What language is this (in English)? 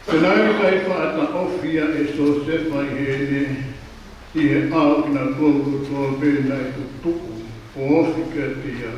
Tongan